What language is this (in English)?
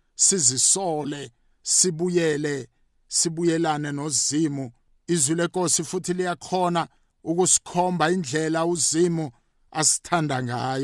South Ndebele